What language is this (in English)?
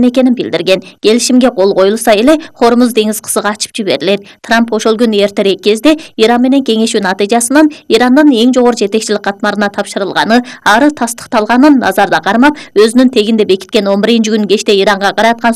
Kyrgyz